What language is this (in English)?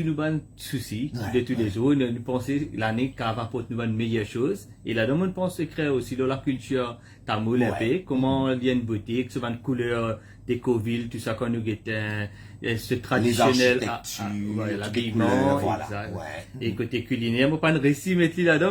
Morisyen